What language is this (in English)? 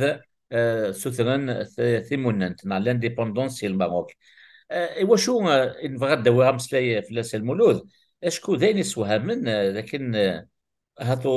Kabyle